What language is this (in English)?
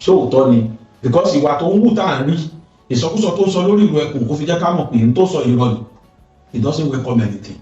Yoruba